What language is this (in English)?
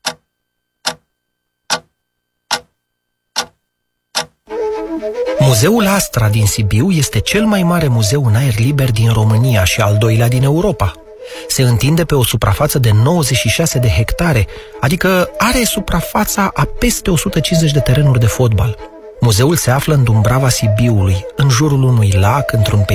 Romanian